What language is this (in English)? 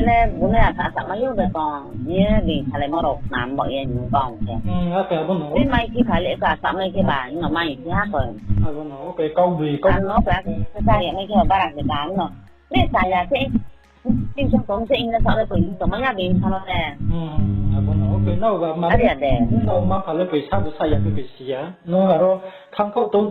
Riang (India)